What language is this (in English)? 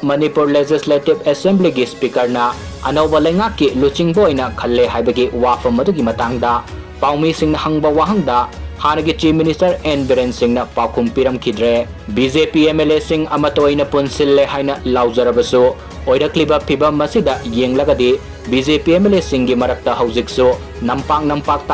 Manipuri